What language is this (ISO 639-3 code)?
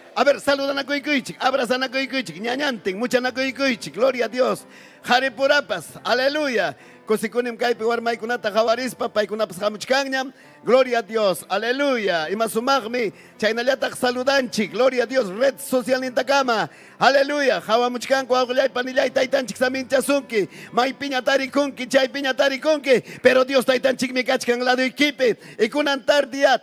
quy